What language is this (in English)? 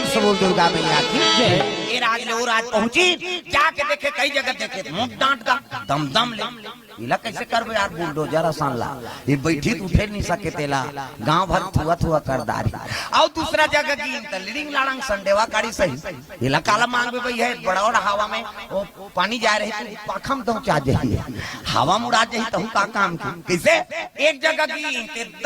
Chhattisgarhi